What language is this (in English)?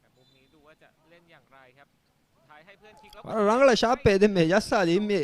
Divehi